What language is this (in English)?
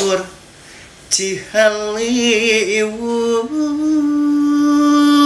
Sundanese